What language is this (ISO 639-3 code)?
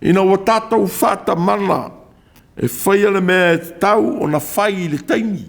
smo